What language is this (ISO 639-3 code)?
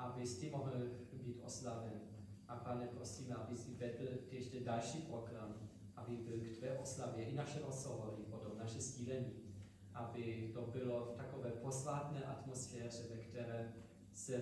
ces